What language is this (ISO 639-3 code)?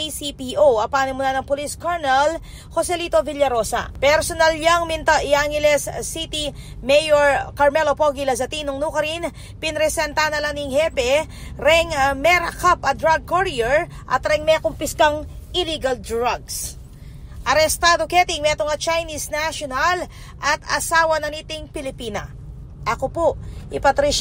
pam